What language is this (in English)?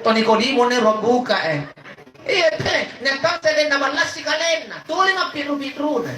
Makasar